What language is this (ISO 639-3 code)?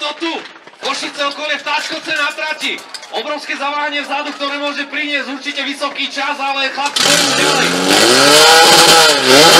slk